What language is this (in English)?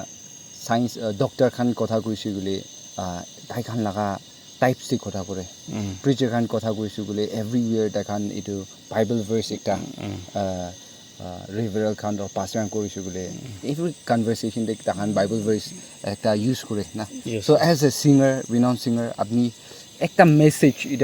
Naga Pidgin